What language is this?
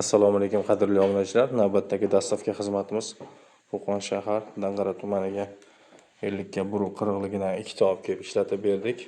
Uzbek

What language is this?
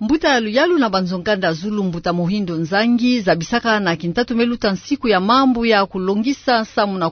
Kituba (Democratic Republic of Congo)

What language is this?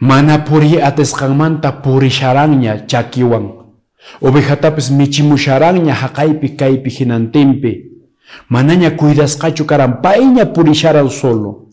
Quechua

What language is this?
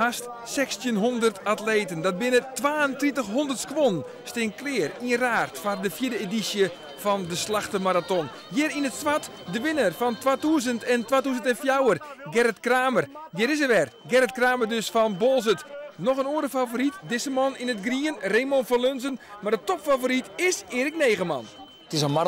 Western Frisian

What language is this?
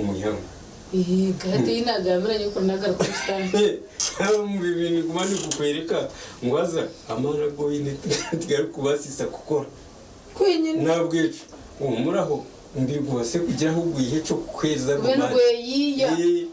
Nyankole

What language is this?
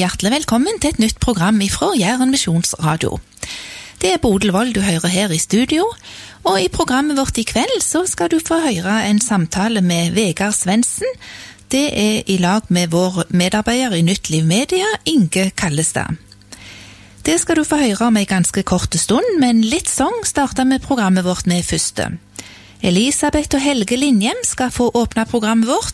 Norwegian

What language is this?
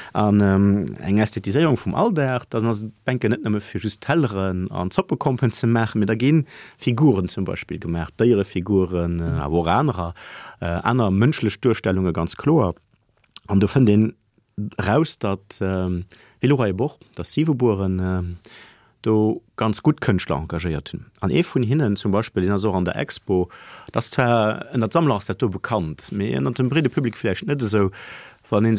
Luxembourgish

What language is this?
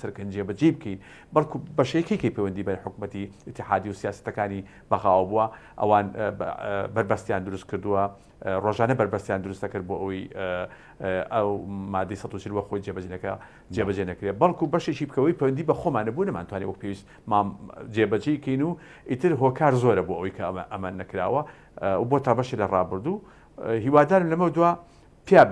Central Kurdish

